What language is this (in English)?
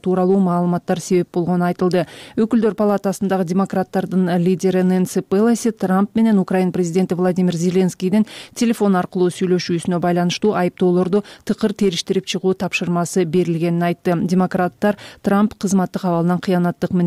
Kyrgyz